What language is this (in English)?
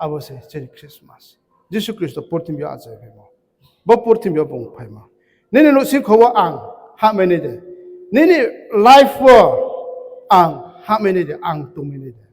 Riang (India)